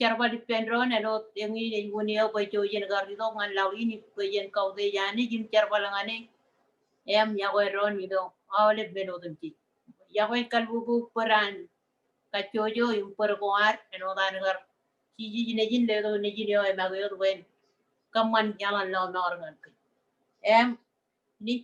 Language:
Marshallese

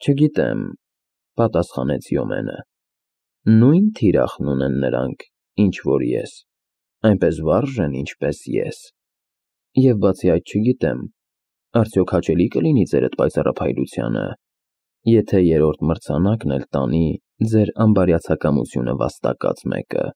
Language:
Armenian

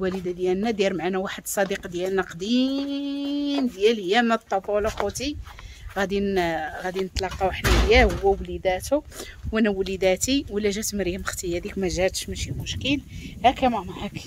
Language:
Moroccan Arabic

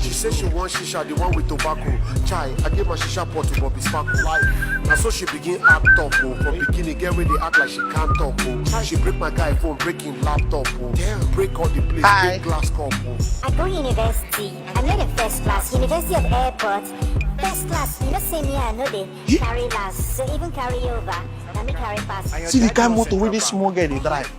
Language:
Nigerian Pidgin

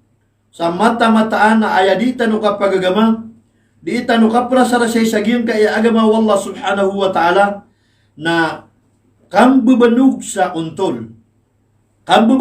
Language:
Maranao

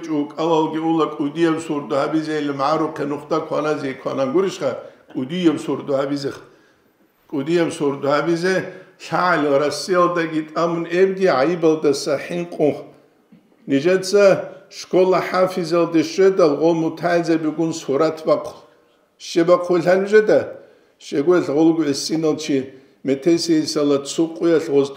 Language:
Avaric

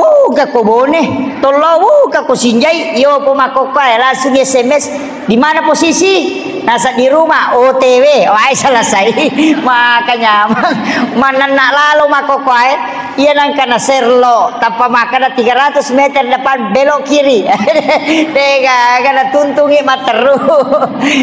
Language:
Buginese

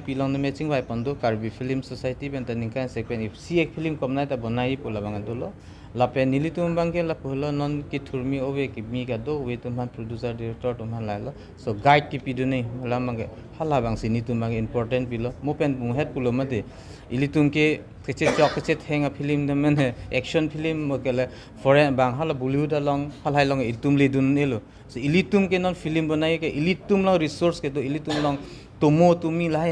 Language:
Karbi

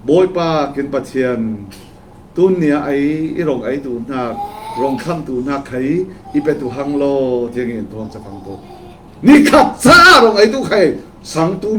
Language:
Falam Chin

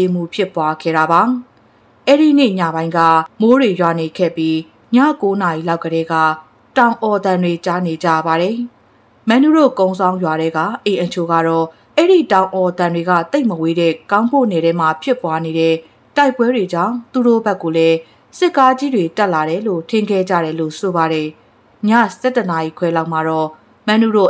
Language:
Burmese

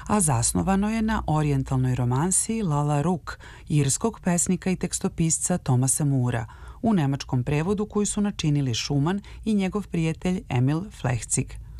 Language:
Serbian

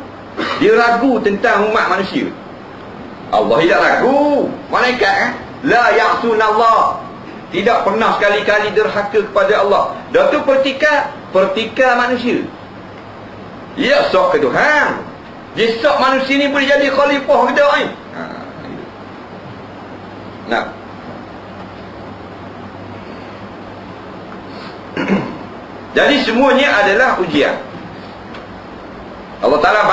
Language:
Malay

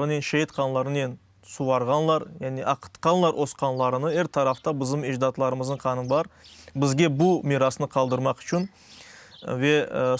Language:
Crimean Tatar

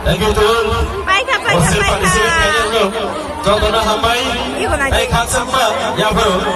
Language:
Kok Borok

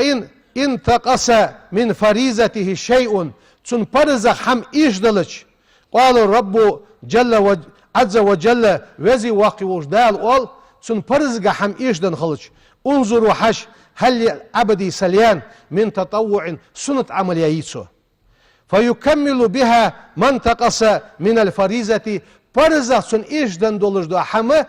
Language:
Ingush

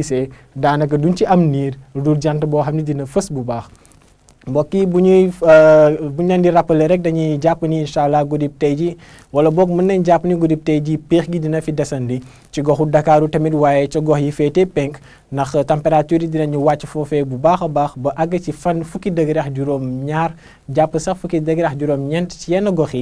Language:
Wolof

